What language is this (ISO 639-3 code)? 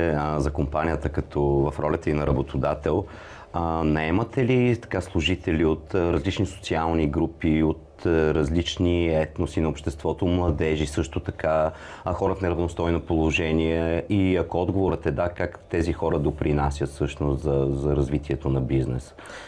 bul